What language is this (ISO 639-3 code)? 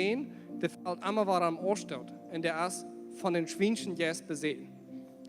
pdt